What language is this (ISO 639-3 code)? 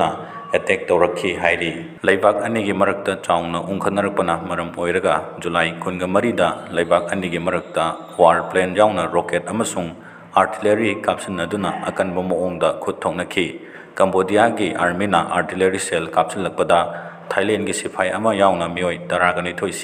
mni